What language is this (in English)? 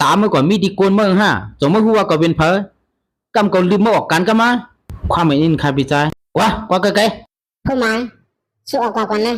Shan